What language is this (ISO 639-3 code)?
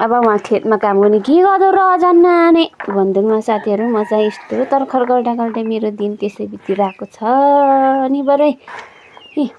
nep